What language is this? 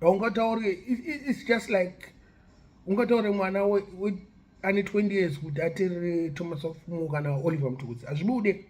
Shona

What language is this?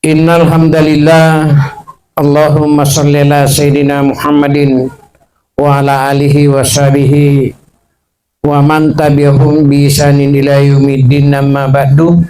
Buginese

